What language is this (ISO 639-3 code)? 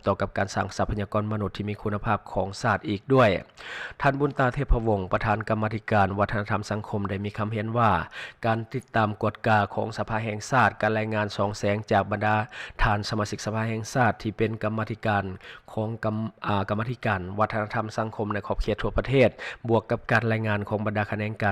lao